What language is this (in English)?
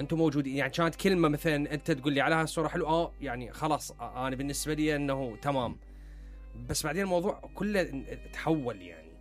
Mesopotamian Arabic